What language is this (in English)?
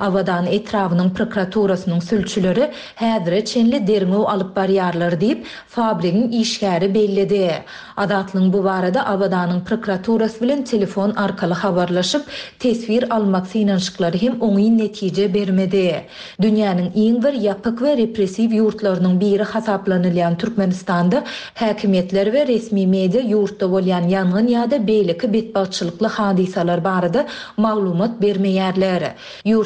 Turkmen